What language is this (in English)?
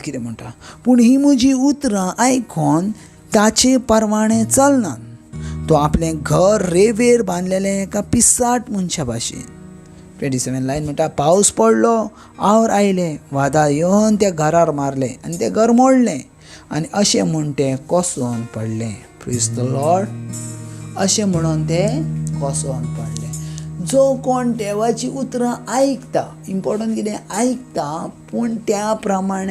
Konkani